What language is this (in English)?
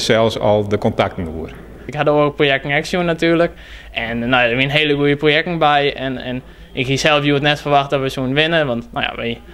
Western Frisian